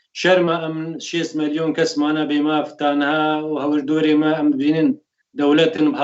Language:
Kurdish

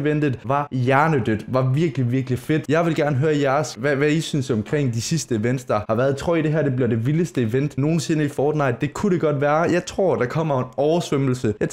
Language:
Danish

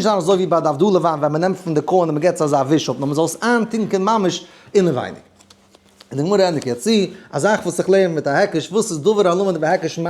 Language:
Yiddish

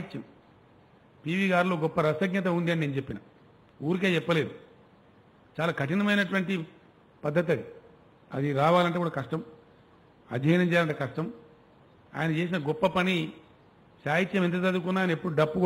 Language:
Telugu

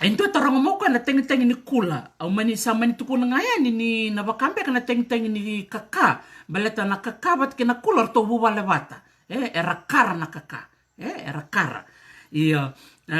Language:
Fijian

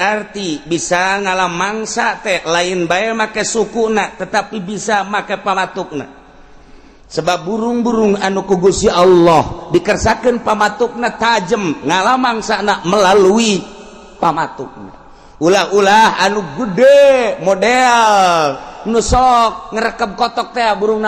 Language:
Sundanese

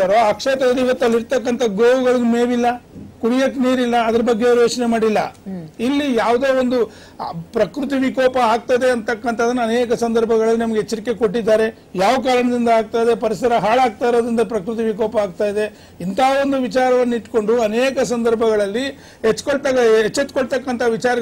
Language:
Kannada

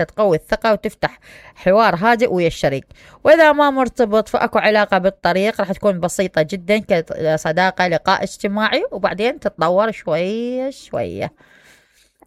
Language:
Mesopotamian Arabic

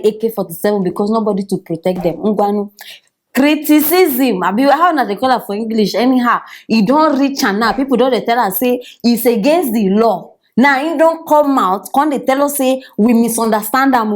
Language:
Nigerian Pidgin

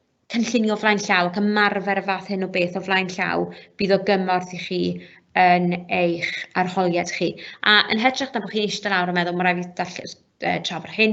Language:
Welsh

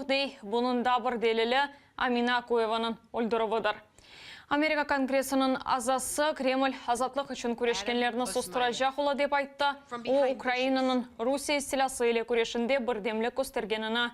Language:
Crimean Tatar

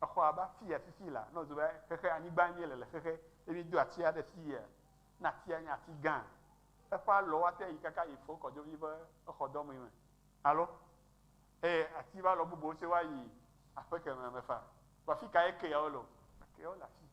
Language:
Ewe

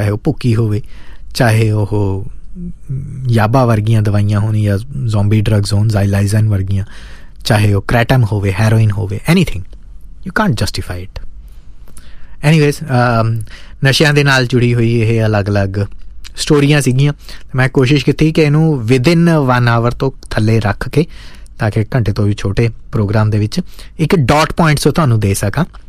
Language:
Punjabi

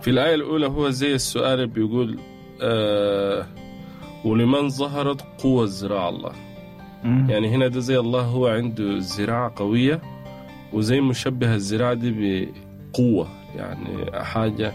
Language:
Sudanese Arabic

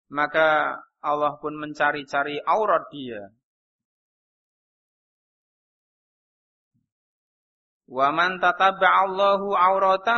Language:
Indonesian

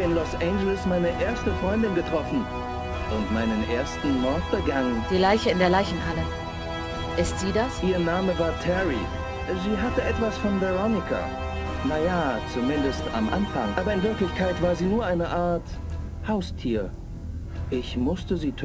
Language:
Bavarian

